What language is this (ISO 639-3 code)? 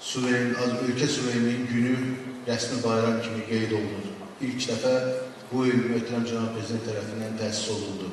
aze